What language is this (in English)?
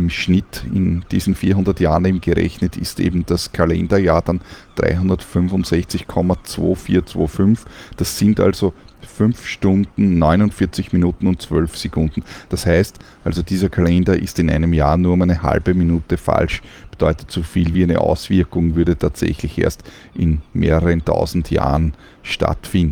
German